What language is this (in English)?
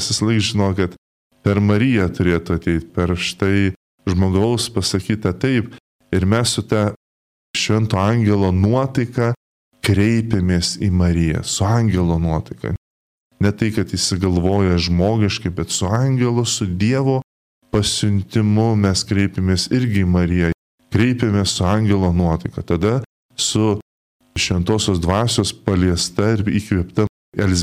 Lithuanian